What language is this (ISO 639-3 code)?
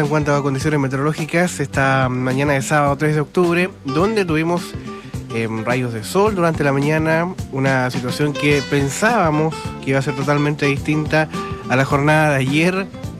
spa